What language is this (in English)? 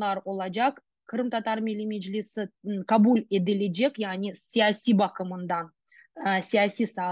Crimean Tatar